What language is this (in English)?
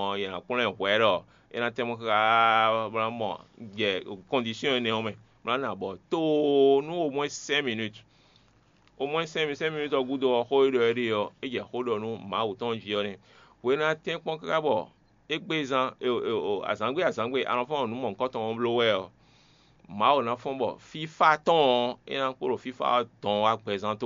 Fon